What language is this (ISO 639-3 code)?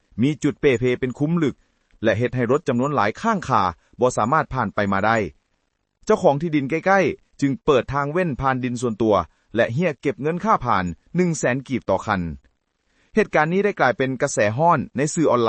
lao